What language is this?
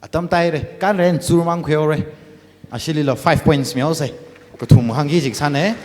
Tangkhul Naga (India)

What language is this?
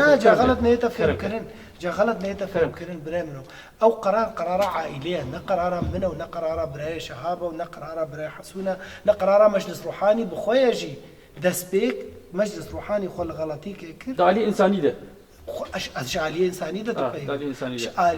Kurdish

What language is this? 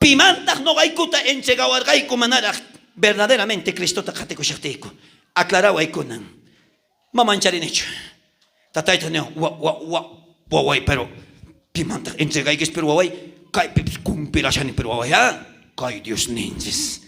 South Bolivian Quechua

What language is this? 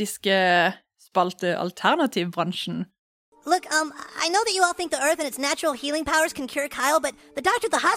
Norwegian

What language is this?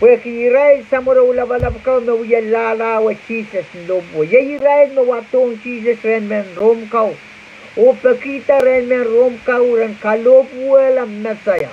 Pohnpeian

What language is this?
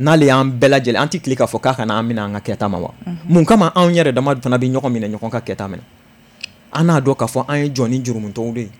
Bambara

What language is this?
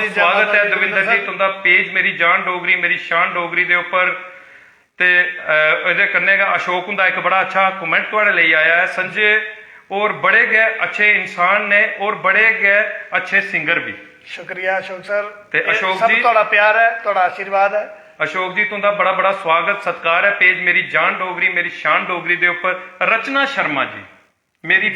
Dogri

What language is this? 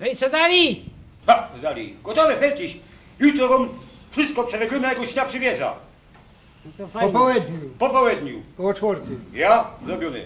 Silesian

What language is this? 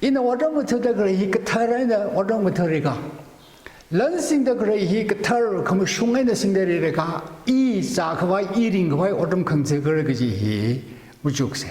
Tangkhul Naga (India)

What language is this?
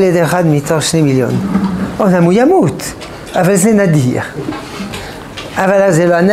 Hebrew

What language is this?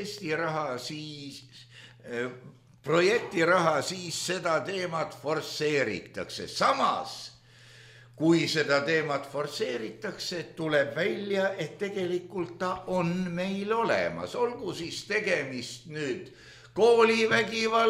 Estonian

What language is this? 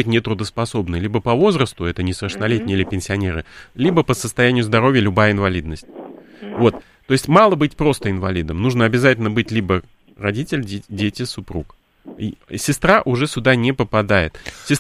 Russian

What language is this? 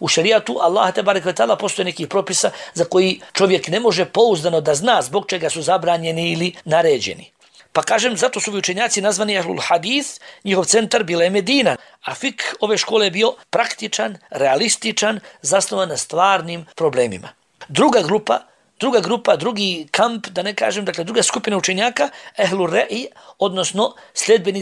Bosnian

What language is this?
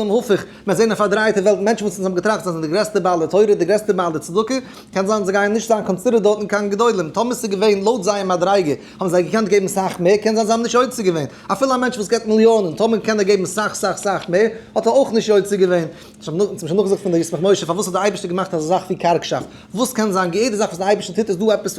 Yiddish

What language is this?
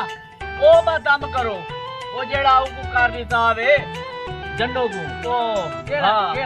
Saraiki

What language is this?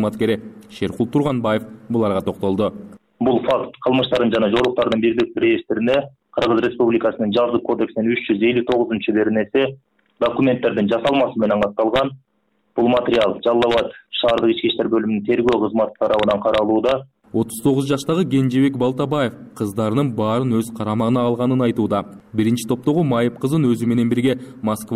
Kyrgyz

